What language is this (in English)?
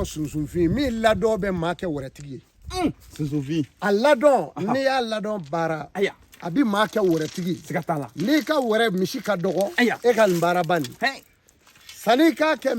Bambara